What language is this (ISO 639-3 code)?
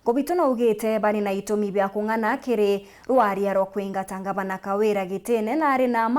mer